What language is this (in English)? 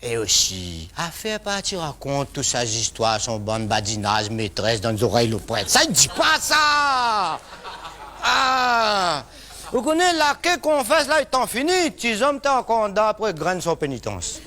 Réunion Creole French